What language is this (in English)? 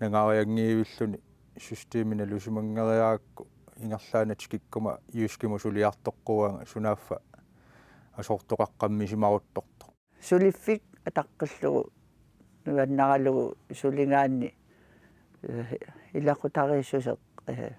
Kalaallisut